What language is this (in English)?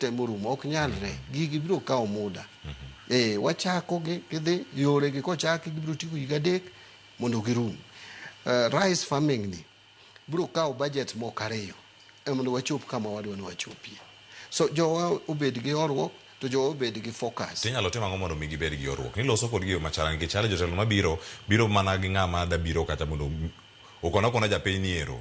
Luo (Kenya and Tanzania)